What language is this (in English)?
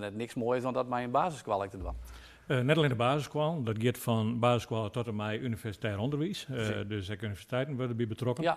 Western Frisian